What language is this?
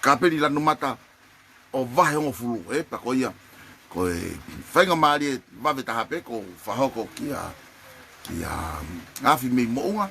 Tongan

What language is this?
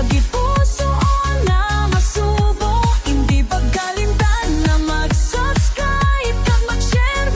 Hiligaynon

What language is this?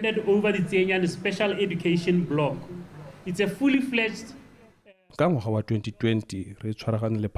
Tswana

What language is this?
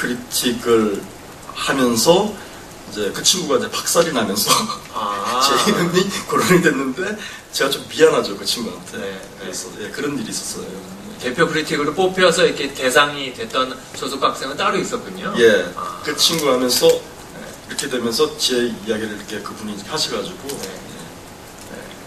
Korean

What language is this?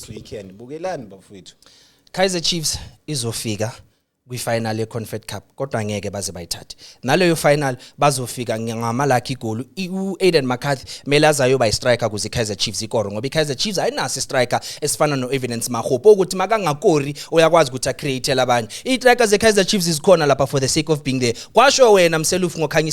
Zulu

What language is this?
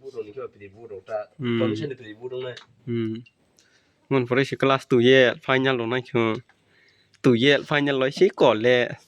Kok Borok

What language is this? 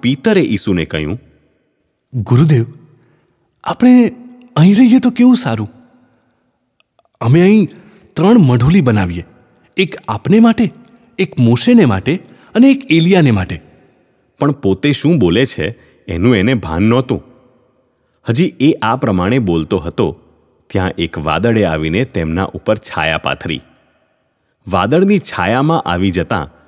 Gujarati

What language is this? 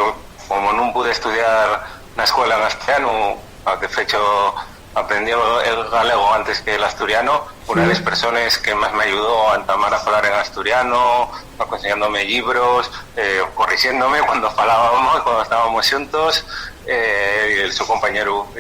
Asturian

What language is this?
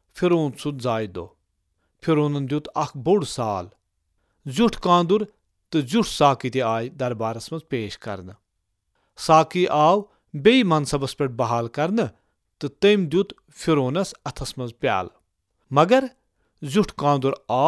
Kashmiri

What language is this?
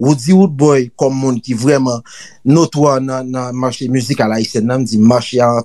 Haitian Creole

